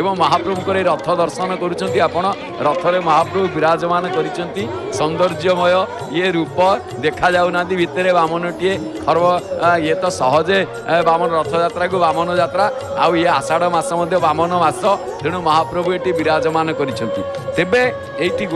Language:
Odia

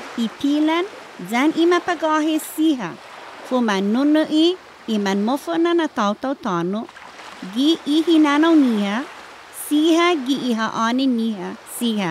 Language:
Chamorro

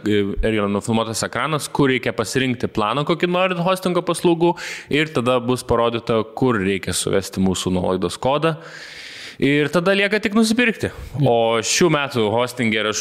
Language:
Lithuanian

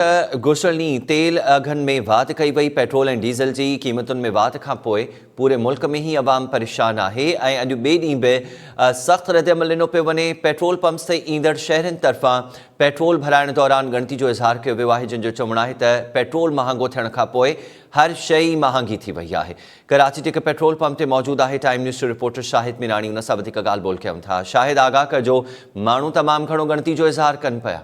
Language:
Sindhi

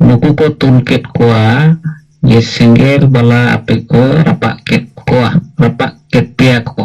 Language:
Santali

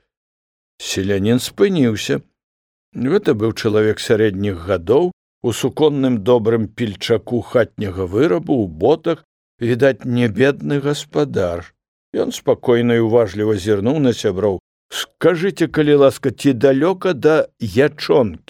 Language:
Belarusian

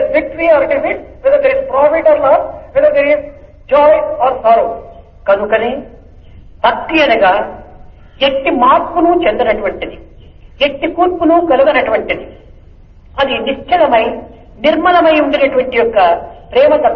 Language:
Telugu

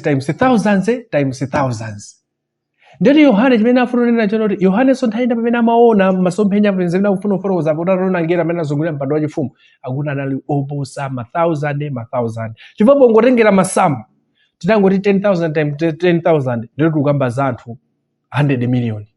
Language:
Nyanja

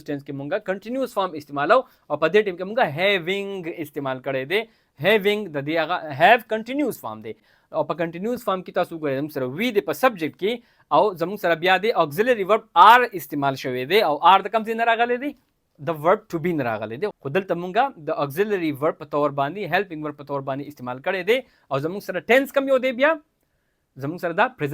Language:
Pashto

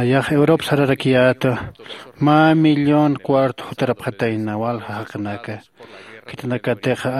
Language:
Aymara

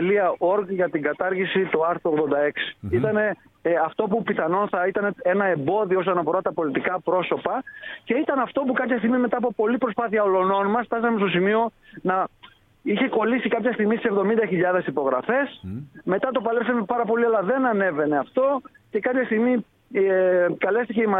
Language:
Greek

